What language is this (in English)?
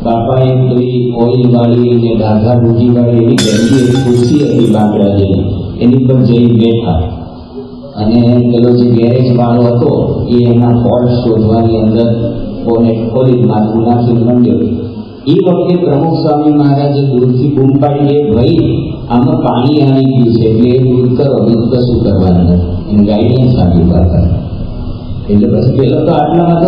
Gujarati